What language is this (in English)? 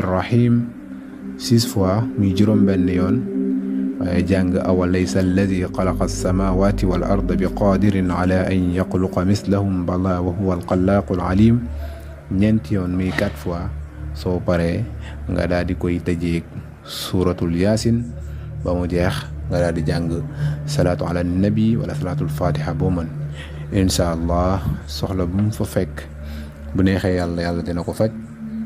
Wolof